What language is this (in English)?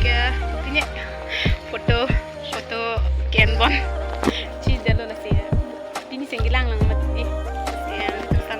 Karbi